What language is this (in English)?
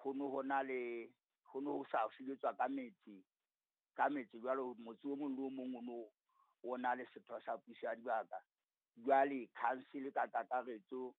Southern Sotho